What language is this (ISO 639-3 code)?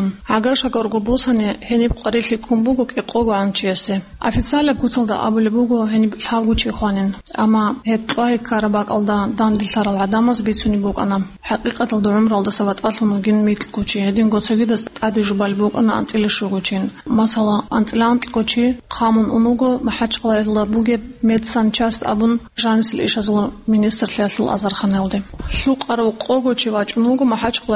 ava